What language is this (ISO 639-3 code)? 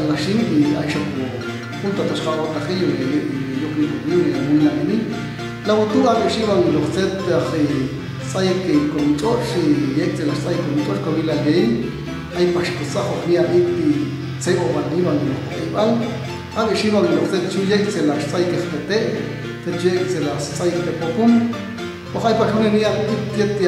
jac